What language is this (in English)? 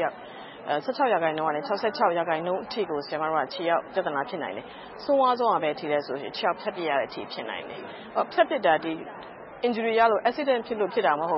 Burmese